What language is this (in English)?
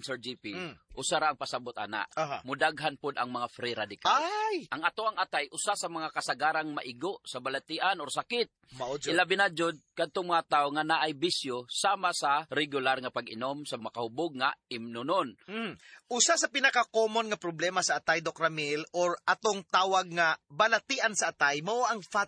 Cebuano